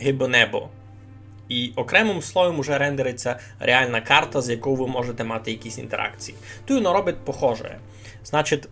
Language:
Rusyn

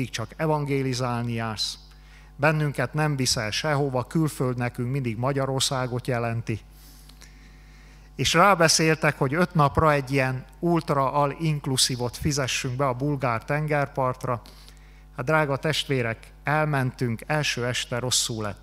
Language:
Hungarian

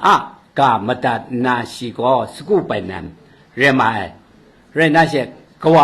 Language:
Kachin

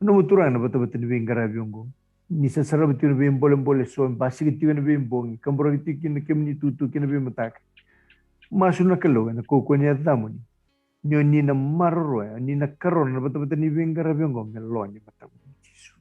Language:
Fijian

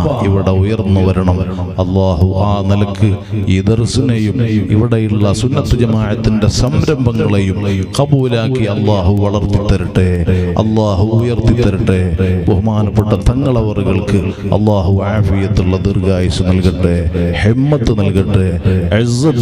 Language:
Malayalam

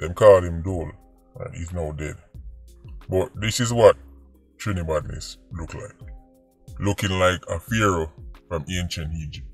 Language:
Jamaican Creole English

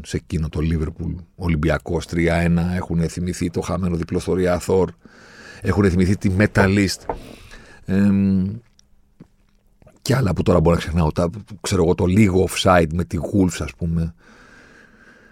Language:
Greek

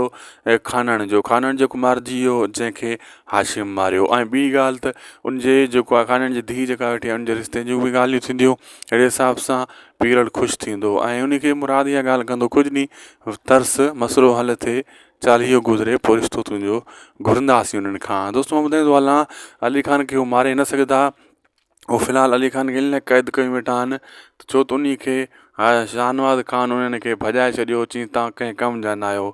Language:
Sindhi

